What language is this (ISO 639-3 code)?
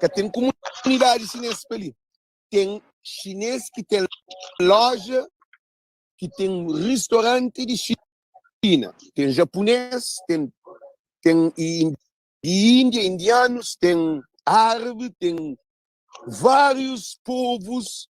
kea